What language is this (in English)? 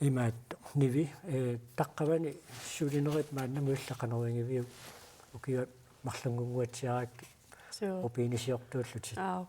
Kalaallisut